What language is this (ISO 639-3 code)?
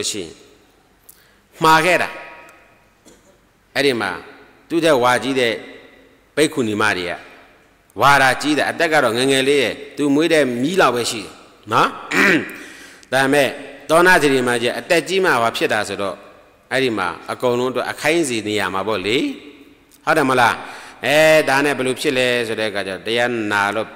mya